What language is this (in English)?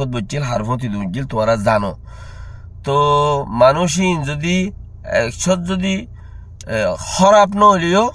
Rohingya